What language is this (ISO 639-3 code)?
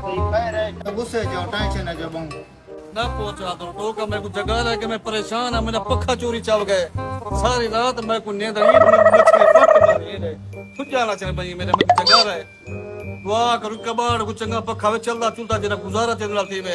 skr